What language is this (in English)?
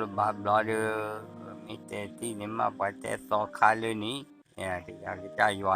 S'gaw Karen